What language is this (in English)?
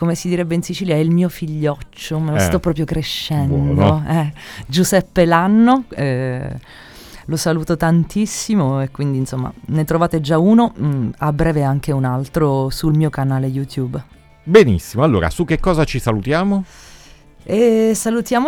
Italian